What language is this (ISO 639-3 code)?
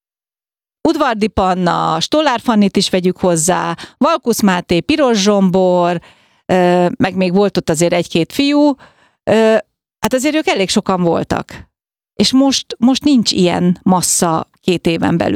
hun